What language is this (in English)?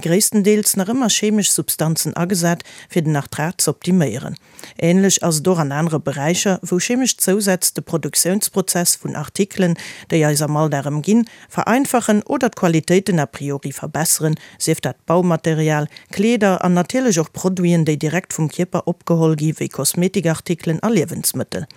Luxembourgish